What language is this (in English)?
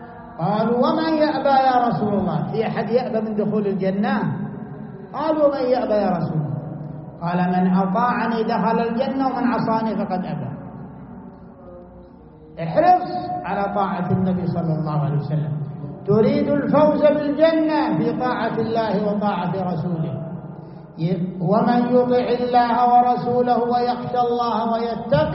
Arabic